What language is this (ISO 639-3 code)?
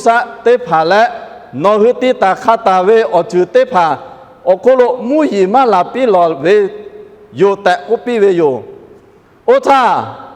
lhu